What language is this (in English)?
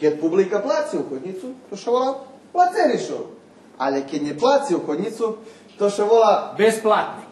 Rusyn